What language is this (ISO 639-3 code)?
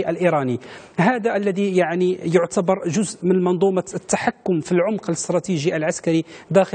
ara